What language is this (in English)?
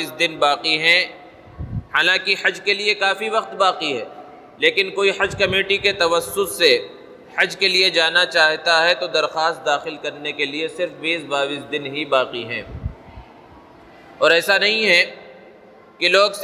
Urdu